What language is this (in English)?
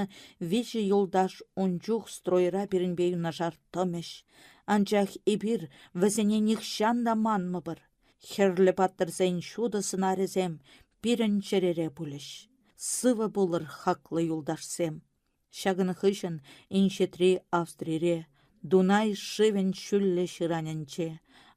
Chuvash